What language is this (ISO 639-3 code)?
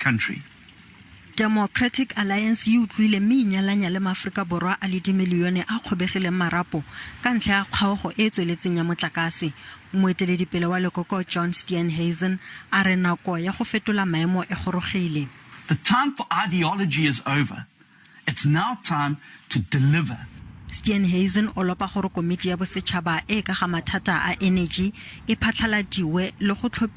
tsn